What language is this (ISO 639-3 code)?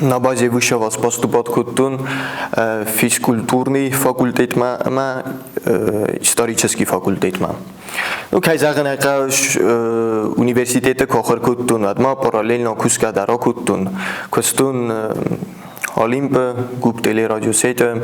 oss